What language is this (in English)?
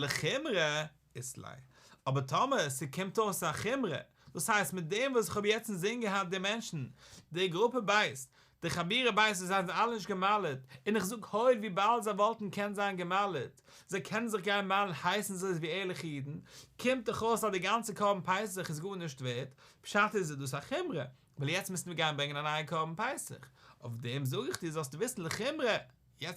Yiddish